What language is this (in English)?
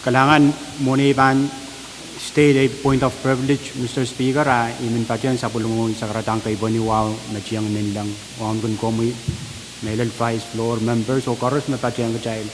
Pohnpeian